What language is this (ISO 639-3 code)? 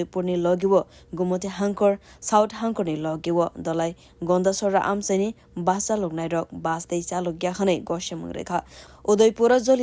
trp